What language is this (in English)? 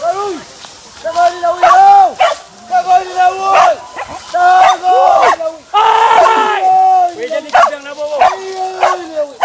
Minangkabau